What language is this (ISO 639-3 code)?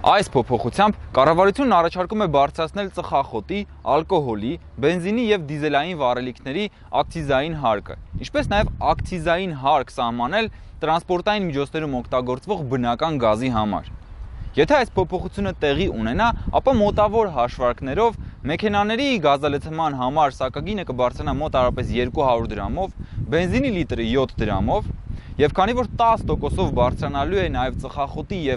hye